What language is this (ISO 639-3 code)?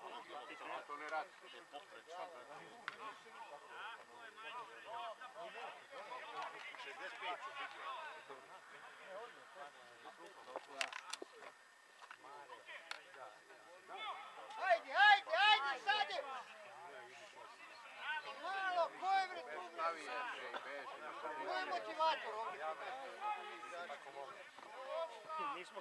srp